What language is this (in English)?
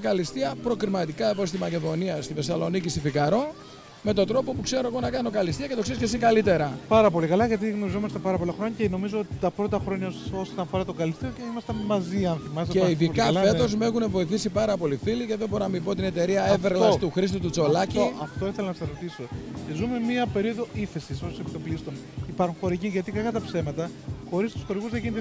Greek